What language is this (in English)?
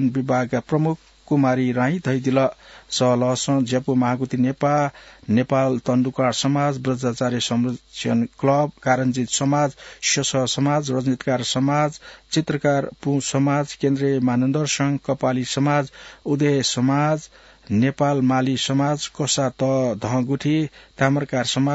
Newari